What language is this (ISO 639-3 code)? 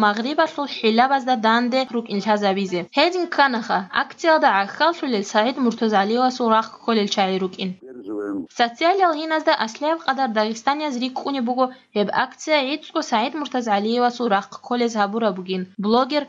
ava